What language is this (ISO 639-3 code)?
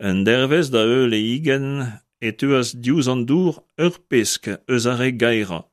bre